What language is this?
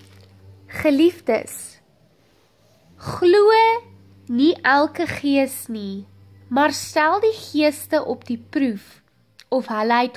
Afrikaans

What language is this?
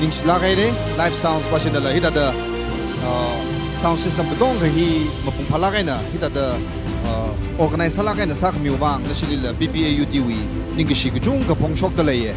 Tangkhul Naga (India)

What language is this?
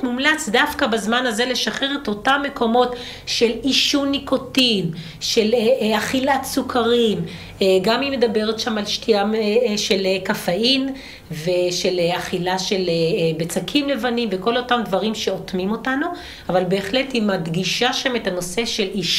Hebrew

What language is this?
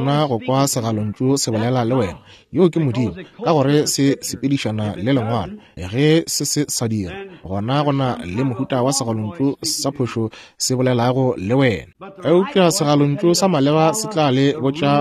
Northern Sotho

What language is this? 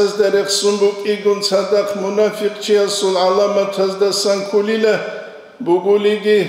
Avaric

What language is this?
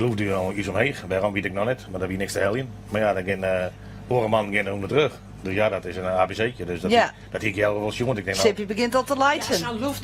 Western Frisian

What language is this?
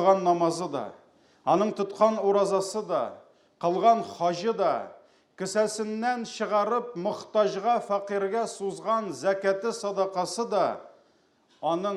Tatar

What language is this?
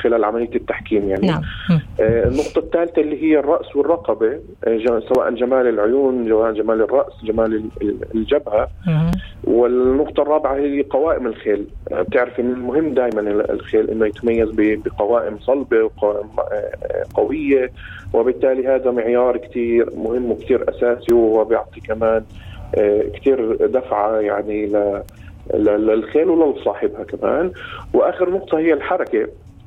North Levantine Arabic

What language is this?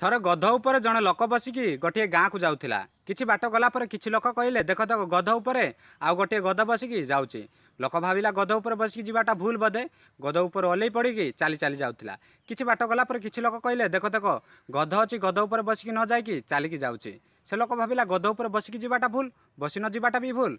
Odia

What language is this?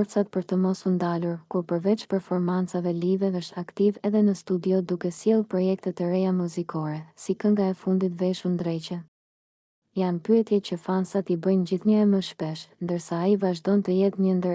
Albanian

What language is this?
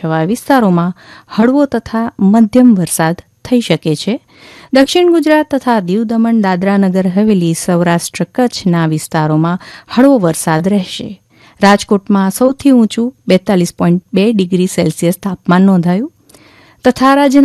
Gujarati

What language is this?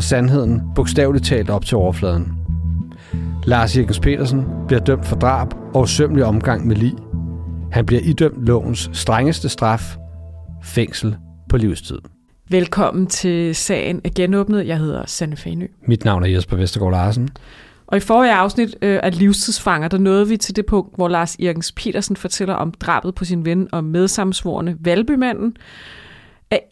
Danish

